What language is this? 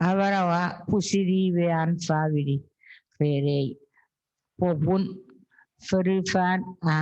Chuukese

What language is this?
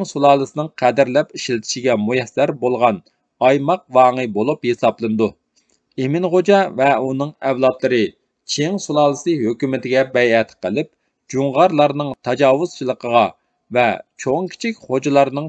Uyghur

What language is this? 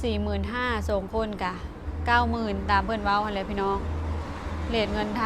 Lao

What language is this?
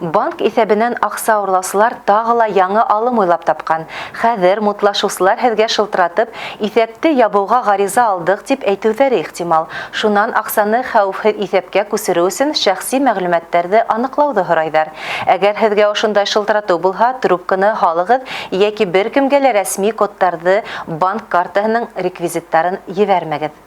Bashkir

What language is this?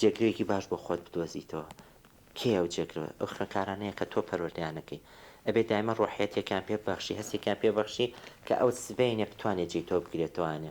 Central Kurdish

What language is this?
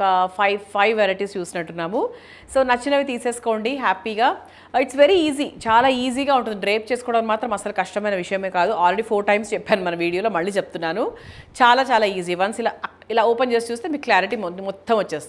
Telugu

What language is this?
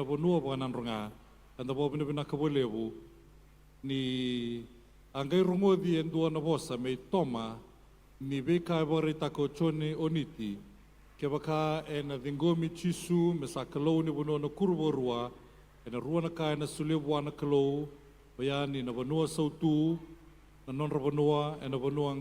Fijian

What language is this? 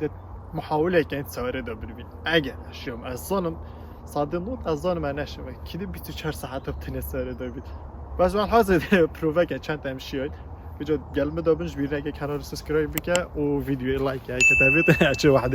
Kurdish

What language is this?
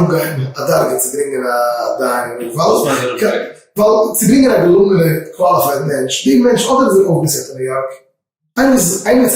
Yiddish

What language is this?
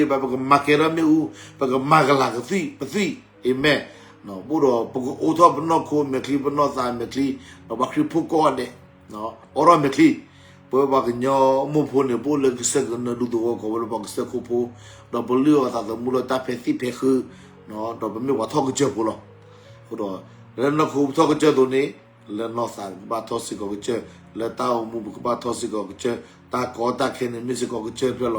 S'gaw Karen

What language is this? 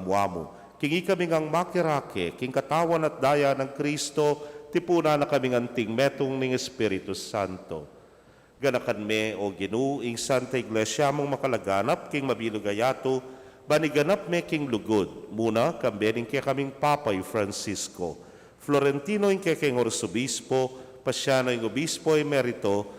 Pampanga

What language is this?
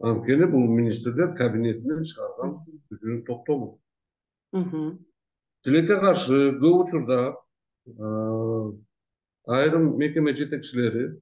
Kyrgyz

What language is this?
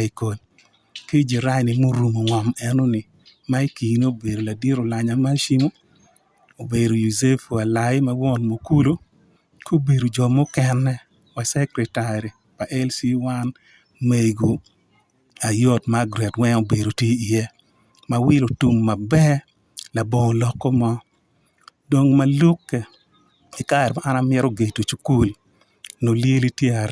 Acoli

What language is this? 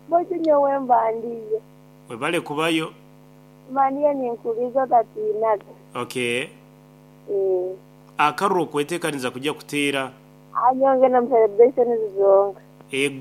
Nyoro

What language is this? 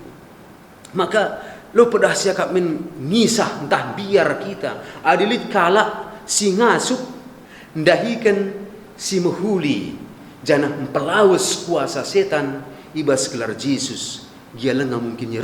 Batak Karo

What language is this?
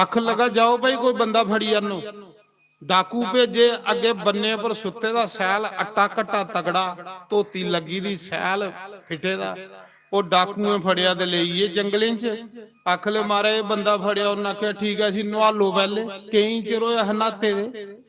Dogri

